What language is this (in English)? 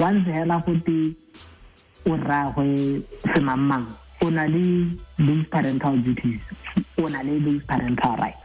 Tswana